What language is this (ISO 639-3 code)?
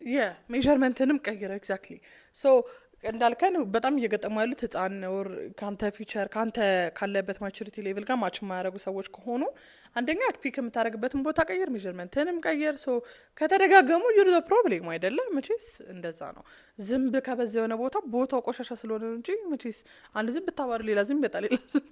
amh